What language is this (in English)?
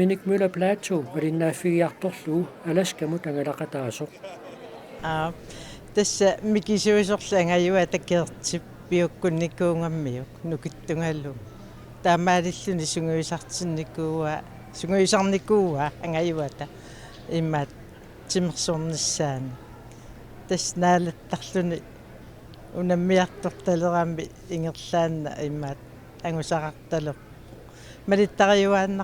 Kalaallisut